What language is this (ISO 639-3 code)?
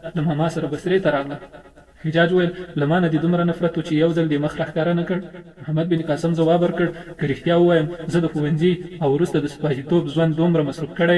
pus